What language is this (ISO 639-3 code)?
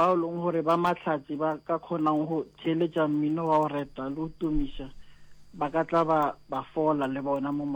nso